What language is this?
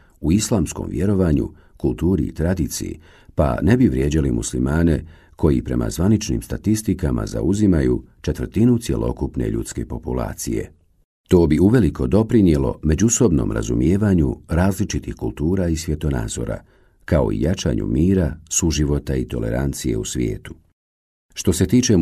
Bosnian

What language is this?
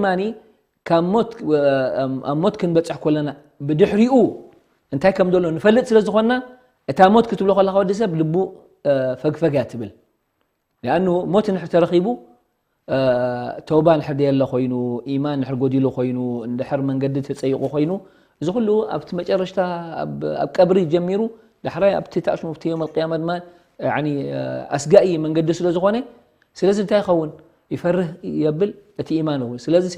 Tigrinya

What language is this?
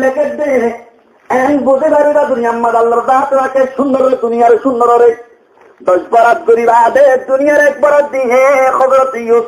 Rohingya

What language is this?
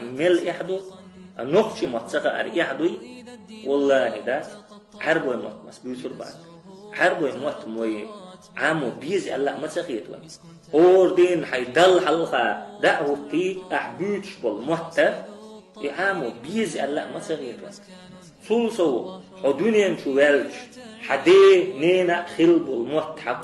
Chechen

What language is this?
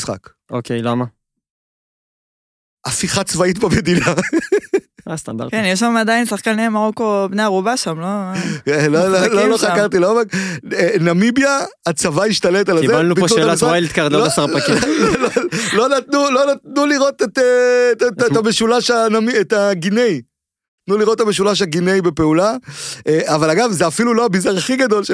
Hebrew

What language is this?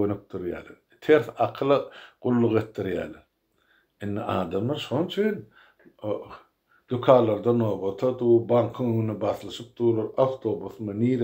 Turkmen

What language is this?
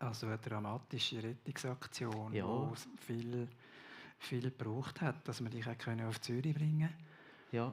Swiss German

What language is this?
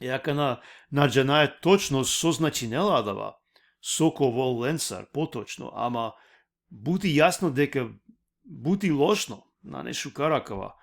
Balkan Romani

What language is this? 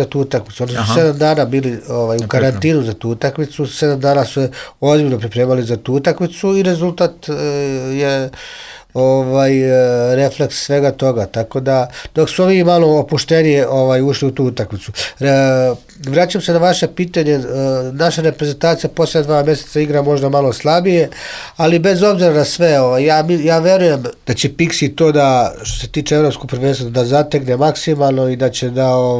Serbian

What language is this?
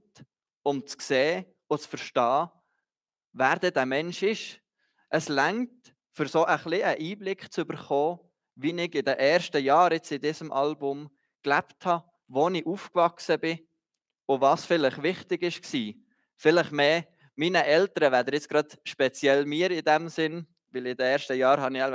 Swiss German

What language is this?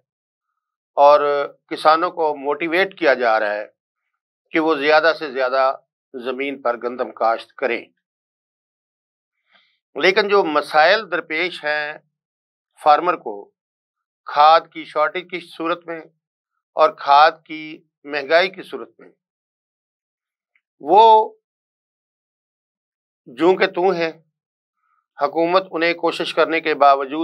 Urdu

